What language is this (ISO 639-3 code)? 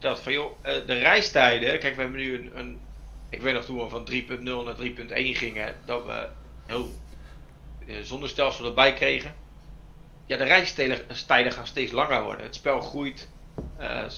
nld